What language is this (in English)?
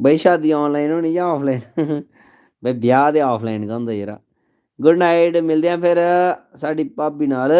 Dogri